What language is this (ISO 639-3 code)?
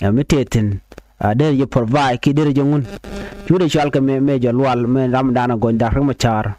nus